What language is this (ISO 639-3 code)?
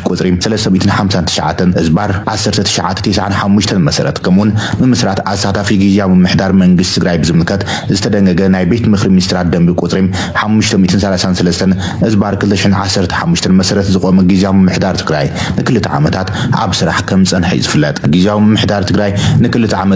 tir